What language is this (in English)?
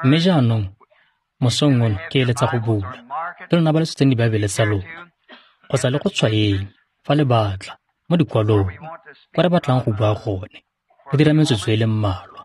Tswana